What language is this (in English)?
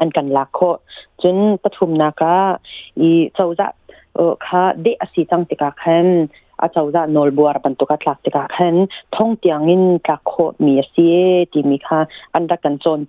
Hakha Chin